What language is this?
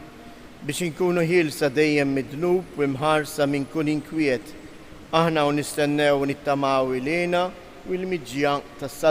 Maltese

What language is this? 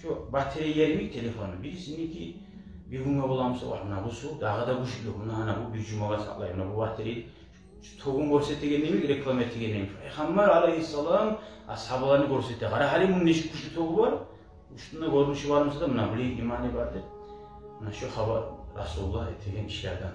Kumyk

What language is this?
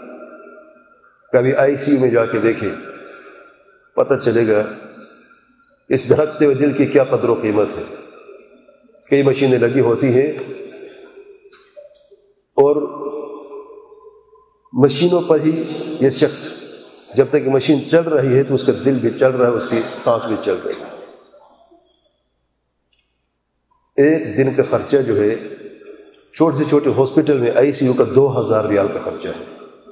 Urdu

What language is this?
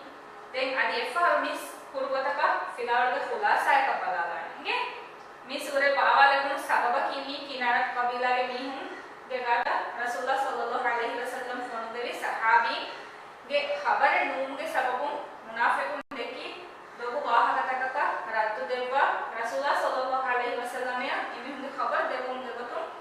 Divehi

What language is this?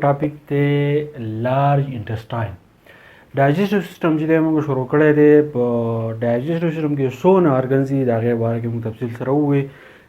Pashto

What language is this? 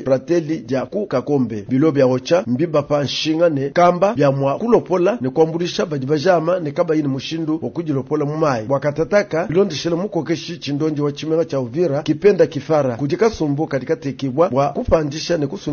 Luba-Lulua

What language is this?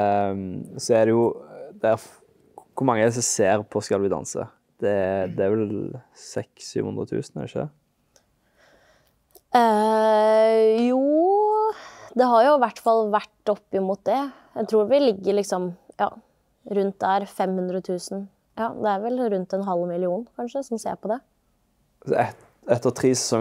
Norwegian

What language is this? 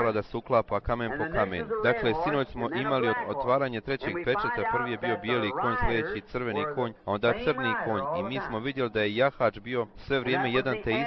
Bosnian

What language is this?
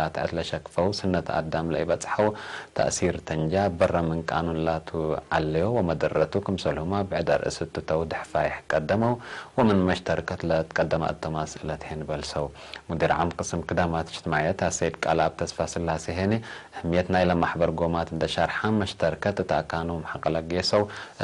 Tigre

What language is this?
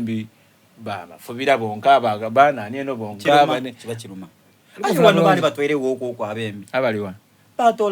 Soga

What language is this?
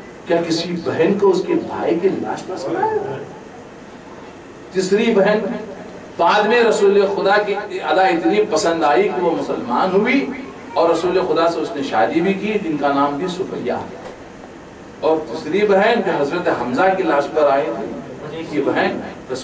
Urdu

